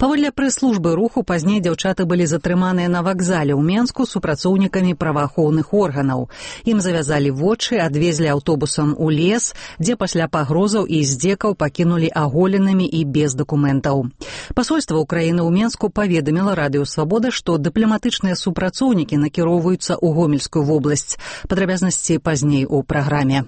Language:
Belarusian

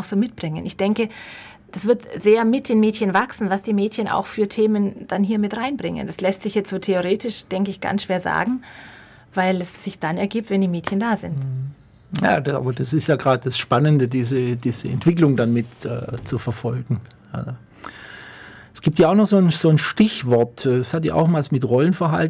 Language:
German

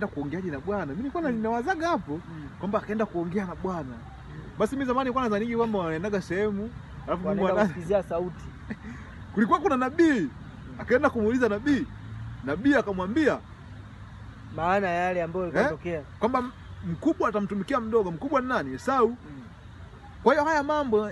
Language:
Swahili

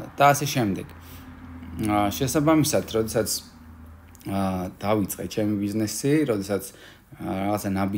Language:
Georgian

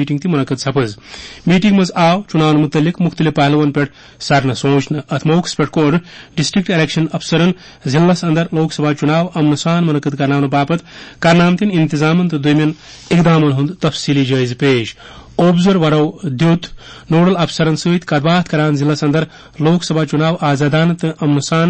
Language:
Kashmiri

